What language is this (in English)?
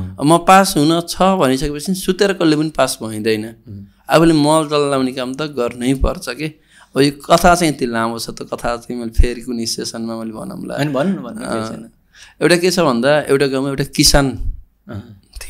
Nepali